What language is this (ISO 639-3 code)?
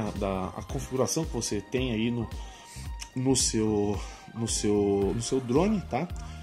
por